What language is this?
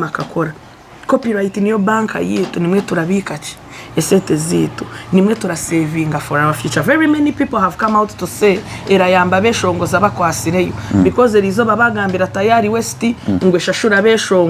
Nyankole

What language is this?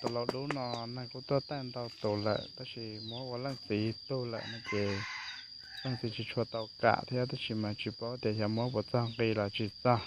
Hmong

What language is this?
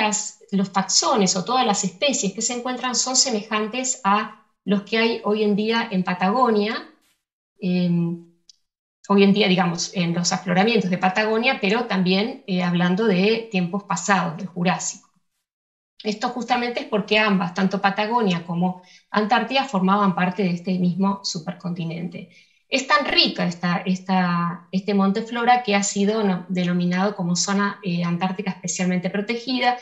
Spanish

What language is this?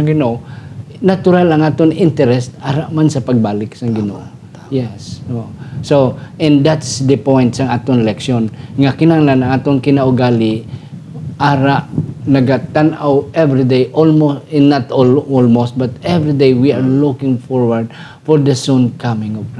Hiligaynon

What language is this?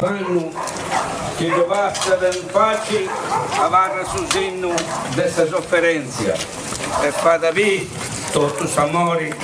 Sardinian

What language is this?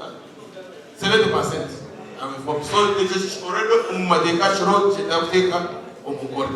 Nyankole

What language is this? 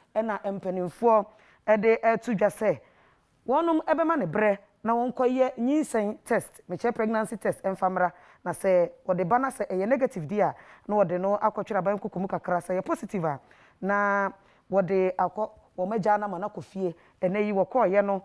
Akan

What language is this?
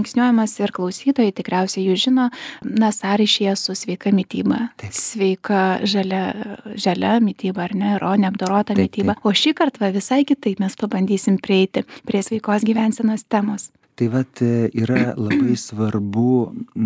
Lithuanian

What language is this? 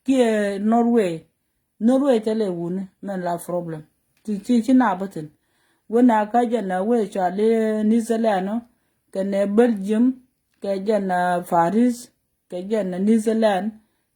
Nuer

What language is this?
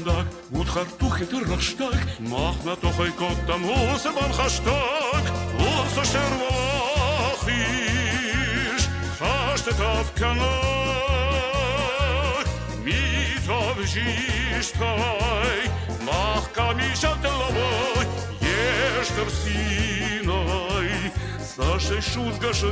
Ossetic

